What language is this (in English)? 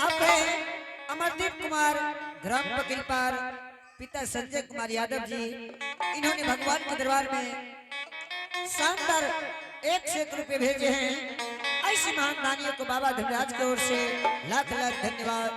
Angika